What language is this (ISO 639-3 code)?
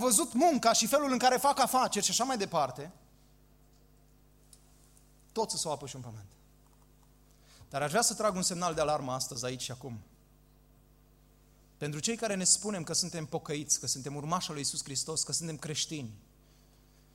ron